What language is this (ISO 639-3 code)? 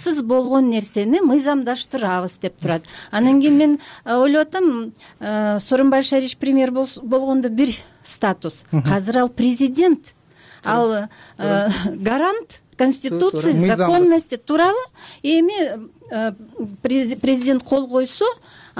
kir